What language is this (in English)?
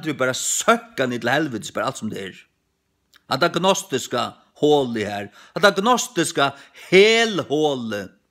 Faroese